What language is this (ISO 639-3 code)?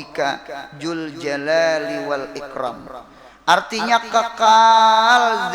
bjn